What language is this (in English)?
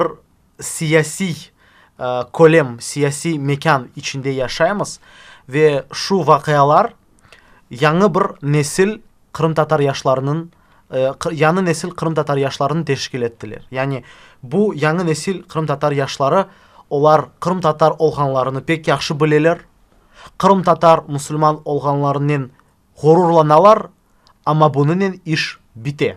Crimean Tatar